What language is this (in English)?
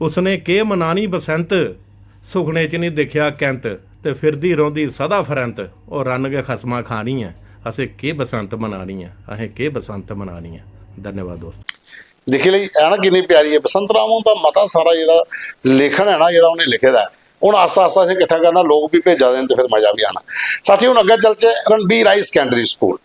Dogri